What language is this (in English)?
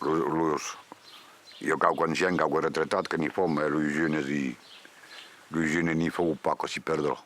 Occitan